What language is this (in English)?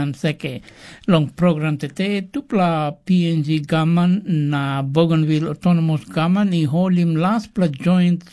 Tok Pisin